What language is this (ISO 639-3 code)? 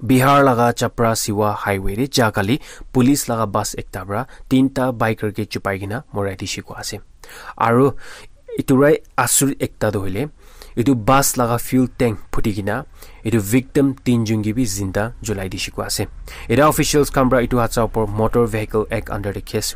nag